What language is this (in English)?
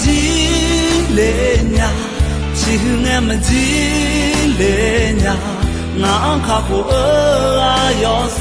Akha